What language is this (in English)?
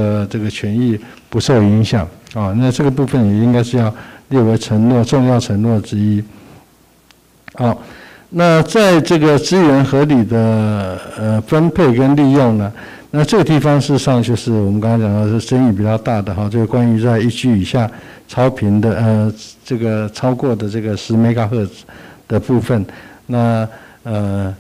Chinese